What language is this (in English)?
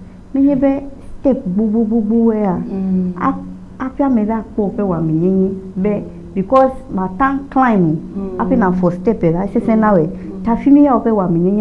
Ewe